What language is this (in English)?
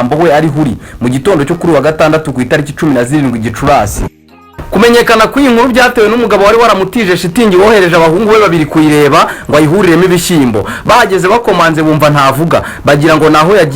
Kinyarwanda